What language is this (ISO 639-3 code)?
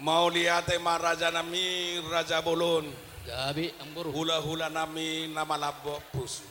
bbc